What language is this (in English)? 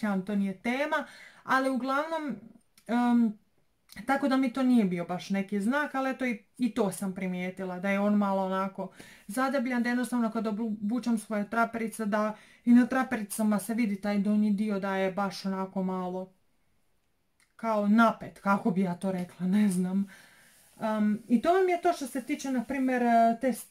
Croatian